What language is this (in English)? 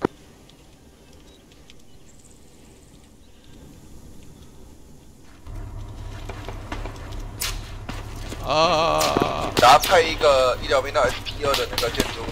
Chinese